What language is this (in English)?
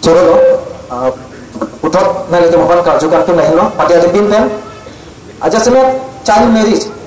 Karbi